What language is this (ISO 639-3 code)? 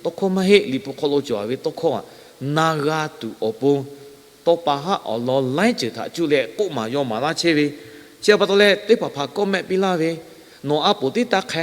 lhu